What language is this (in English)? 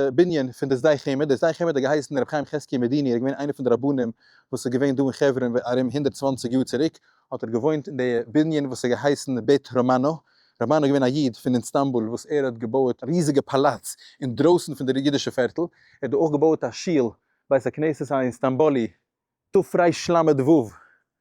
Yiddish